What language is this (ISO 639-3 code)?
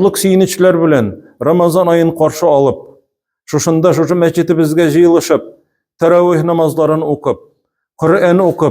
tat